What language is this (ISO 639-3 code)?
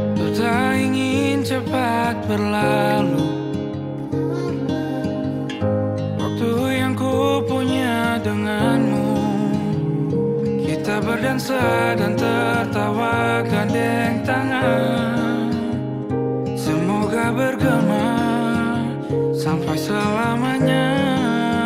ind